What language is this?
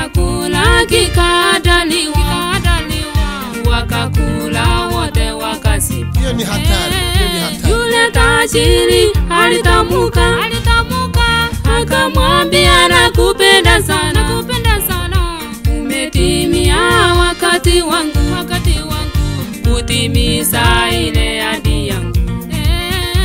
Swahili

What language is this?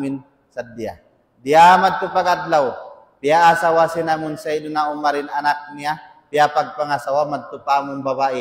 Tausug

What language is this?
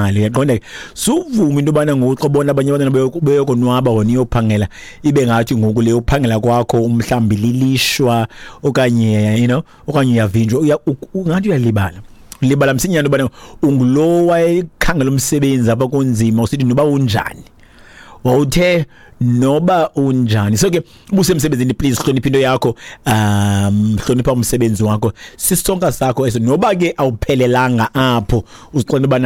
Xhosa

